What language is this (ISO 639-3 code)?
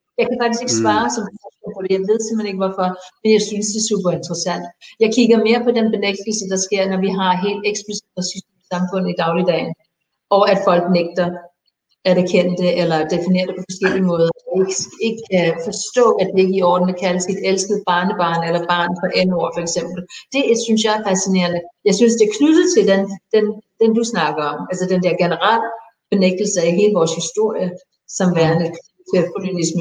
dan